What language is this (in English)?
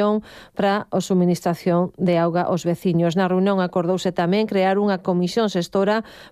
Galician